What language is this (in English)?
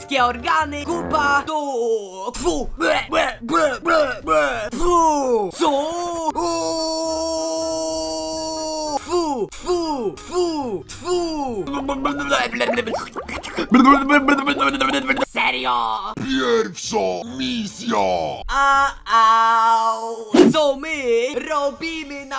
Polish